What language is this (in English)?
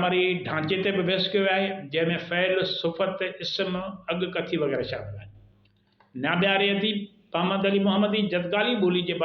Sindhi